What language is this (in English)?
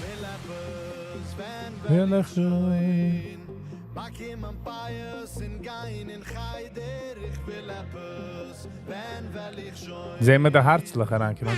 Yiddish